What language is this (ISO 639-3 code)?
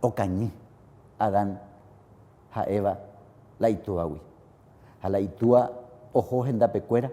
grn